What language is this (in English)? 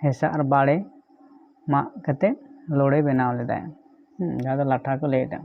Santali